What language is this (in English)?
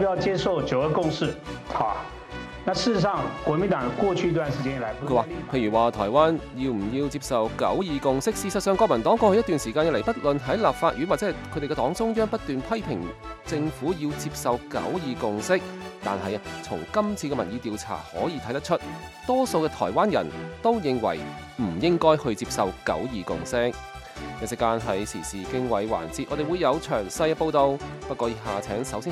Cantonese